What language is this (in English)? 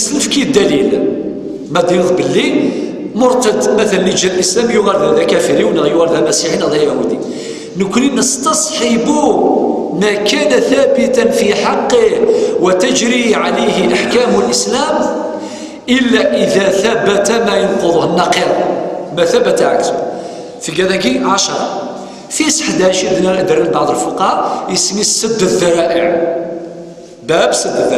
Kabyle